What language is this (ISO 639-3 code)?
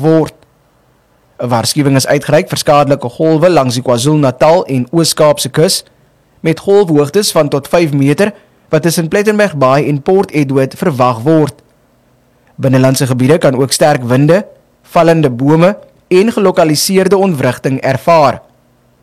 afr